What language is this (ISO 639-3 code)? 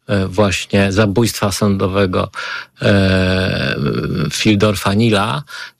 pol